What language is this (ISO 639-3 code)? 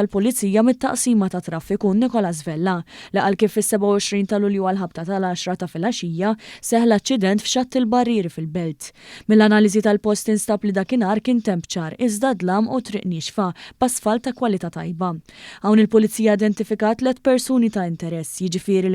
mlt